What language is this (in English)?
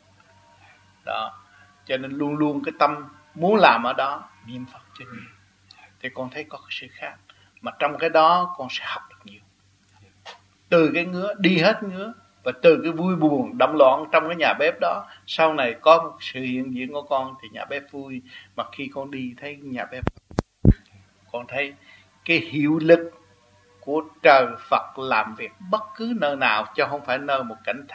Vietnamese